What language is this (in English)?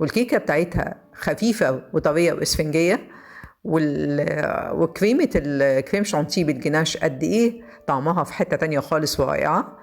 Egyptian Arabic